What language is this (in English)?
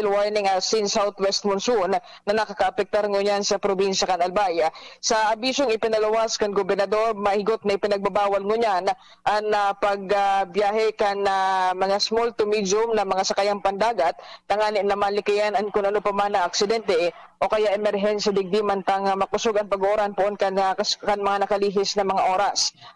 Bikol